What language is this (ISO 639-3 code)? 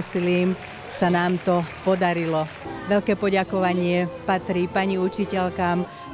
slk